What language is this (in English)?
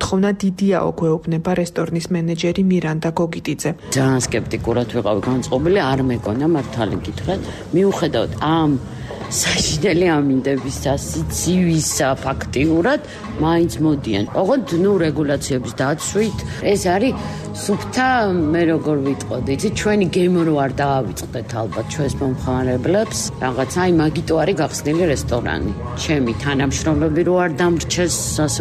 Georgian